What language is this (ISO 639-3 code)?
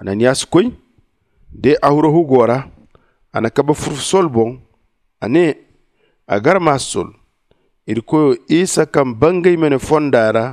dje